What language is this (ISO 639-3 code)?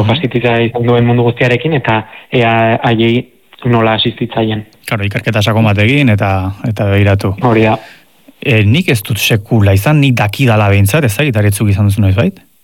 eus